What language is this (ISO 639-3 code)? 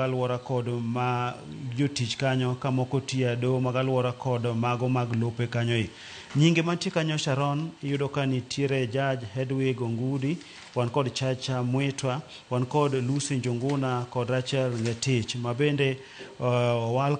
luo